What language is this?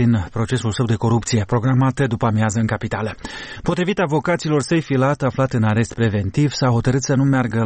Romanian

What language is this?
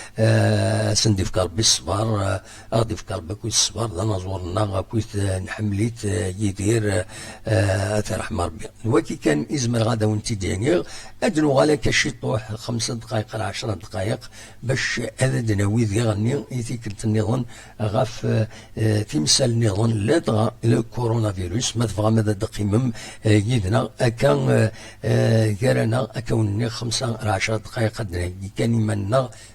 Kabyle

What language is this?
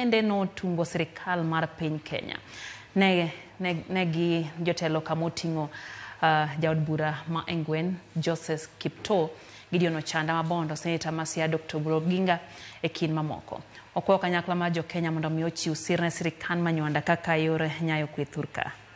Luo (Kenya and Tanzania)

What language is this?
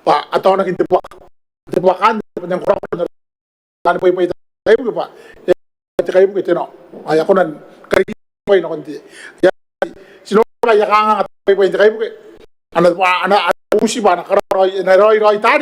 Gilbertese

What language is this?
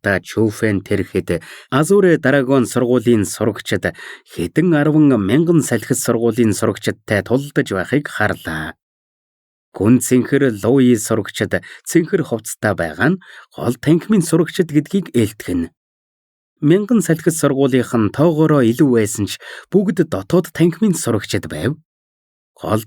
Mongolian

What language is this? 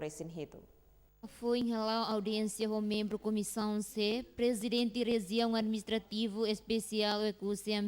Tetum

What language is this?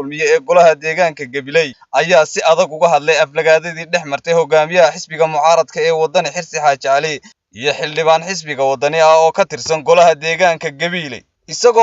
Somali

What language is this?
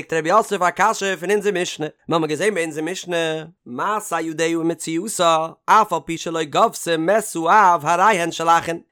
Yiddish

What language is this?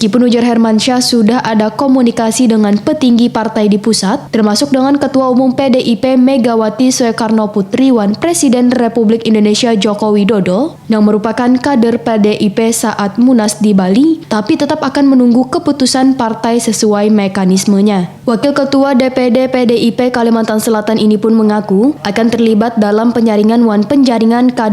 Banjar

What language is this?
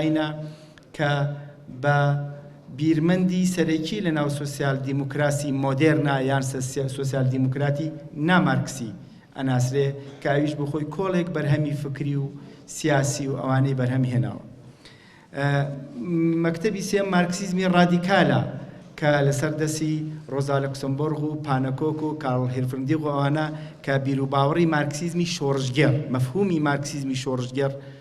Central Kurdish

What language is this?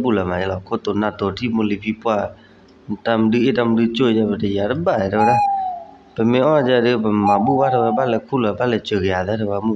S'gaw Karen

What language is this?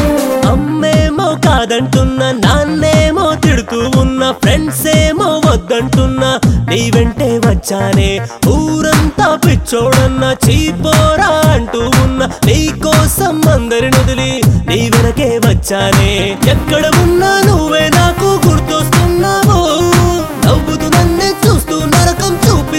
Telugu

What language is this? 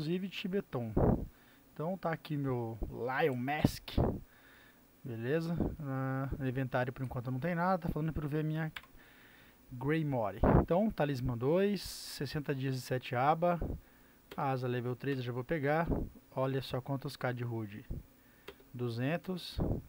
Portuguese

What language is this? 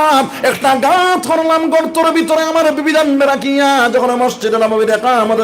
Sylheti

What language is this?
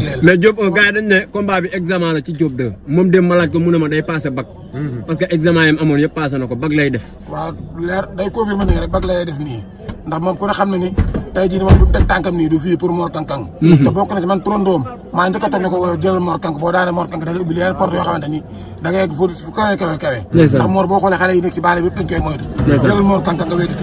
Wolof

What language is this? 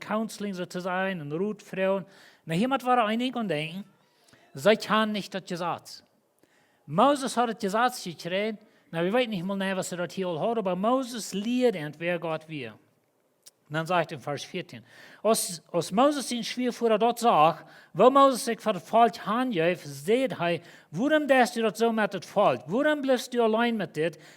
Plautdietsch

